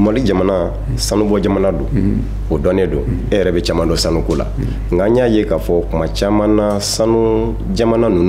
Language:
Bambara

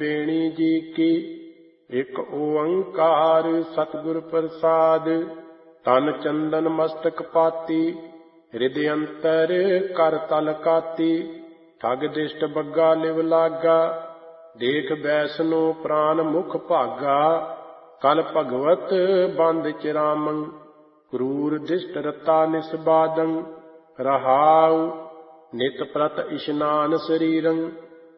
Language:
Punjabi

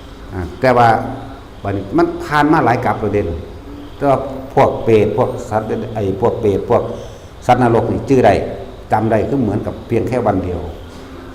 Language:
Lao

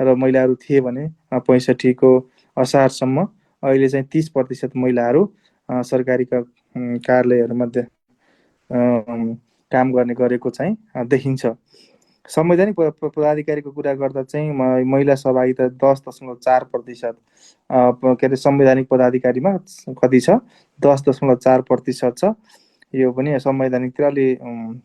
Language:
Nepali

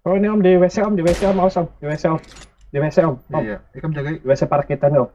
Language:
Banjar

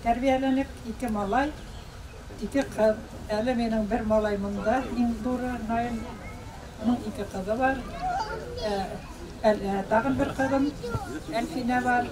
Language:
Bashkir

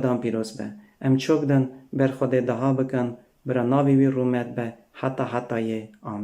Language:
Kurdish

